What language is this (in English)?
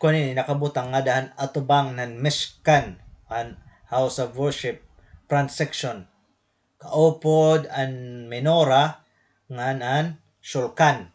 Waray